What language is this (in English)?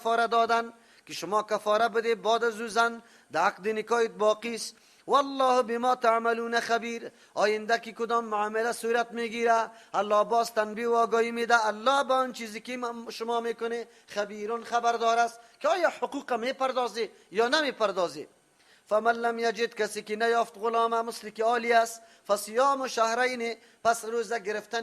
Persian